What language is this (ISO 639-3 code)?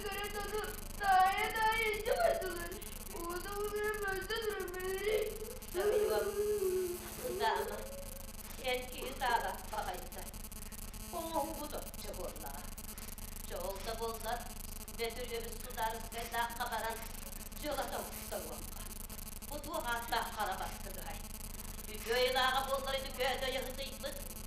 sah